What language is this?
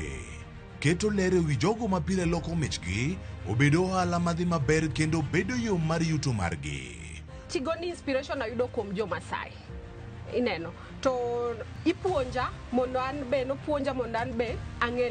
Luo (Kenya and Tanzania)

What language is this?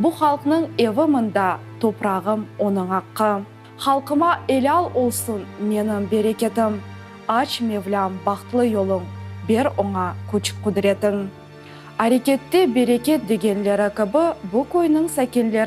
Crimean Tatar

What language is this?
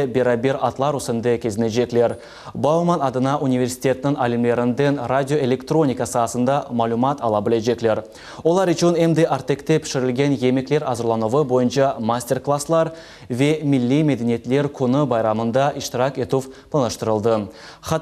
Crimean Tatar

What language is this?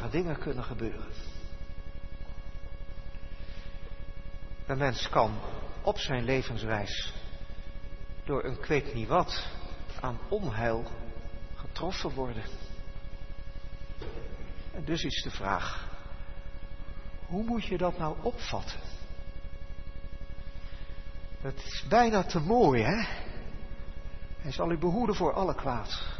Dutch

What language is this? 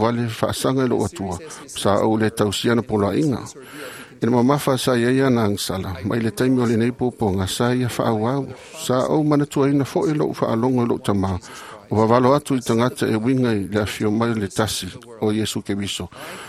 Samoan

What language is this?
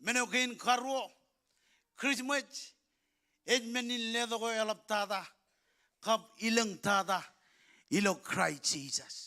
Marshallese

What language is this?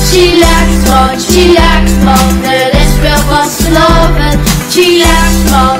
Limburgish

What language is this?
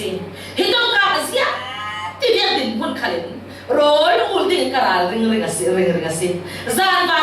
Falam Chin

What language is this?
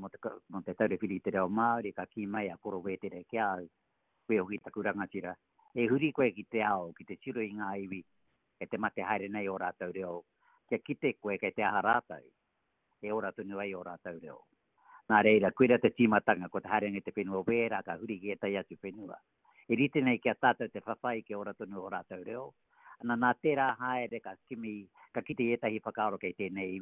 Māori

